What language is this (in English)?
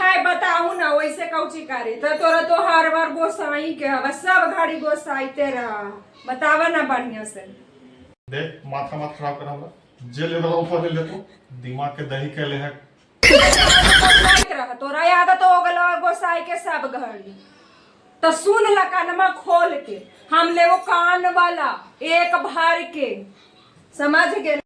Magahi